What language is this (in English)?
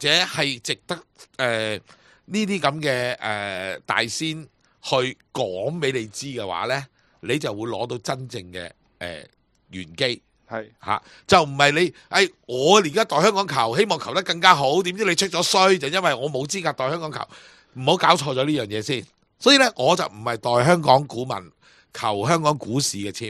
Cantonese